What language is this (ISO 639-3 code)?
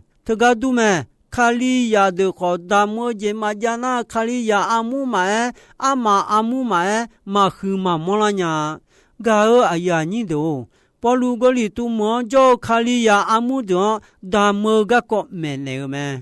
ahk